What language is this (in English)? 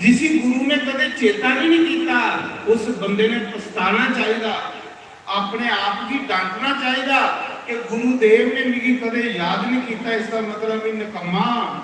Dogri